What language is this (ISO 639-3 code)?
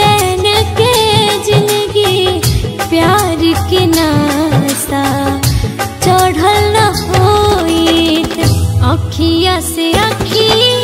bho